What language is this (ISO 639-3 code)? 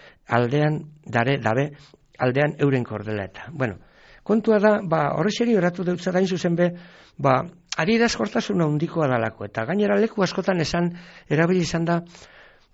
eus